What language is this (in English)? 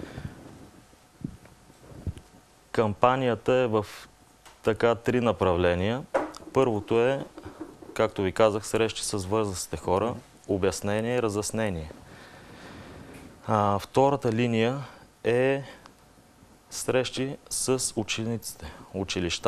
Bulgarian